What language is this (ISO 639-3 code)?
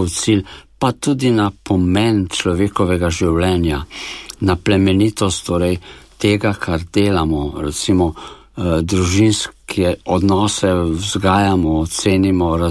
slv